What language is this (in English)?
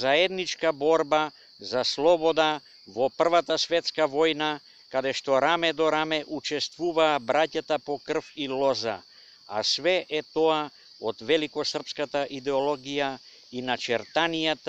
Macedonian